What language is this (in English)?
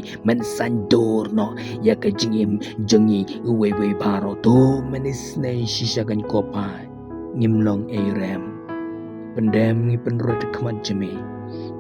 Khasi